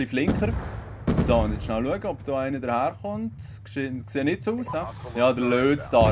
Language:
Swiss German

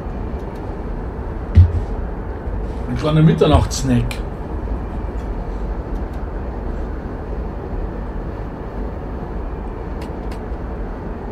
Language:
German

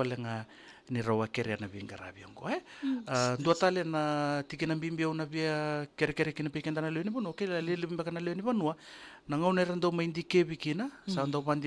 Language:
Fijian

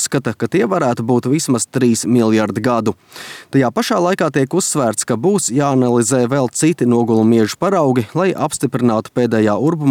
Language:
Latvian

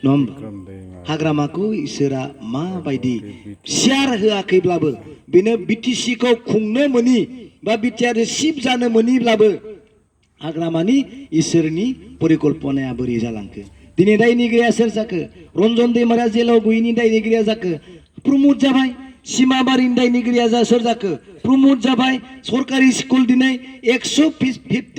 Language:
Bodo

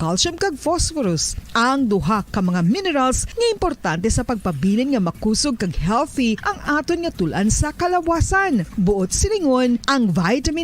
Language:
Hiligaynon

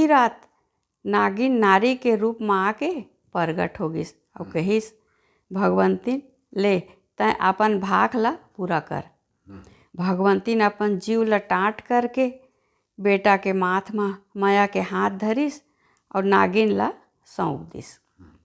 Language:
Chhattisgarhi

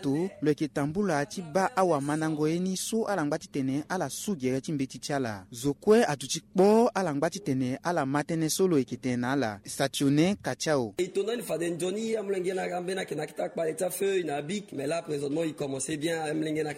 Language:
Sango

